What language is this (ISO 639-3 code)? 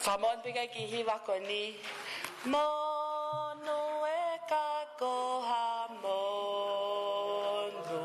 ton